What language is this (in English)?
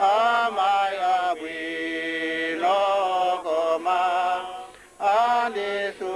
Nyanja